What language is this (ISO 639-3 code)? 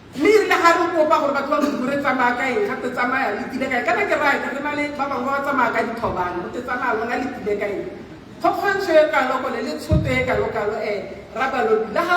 tsn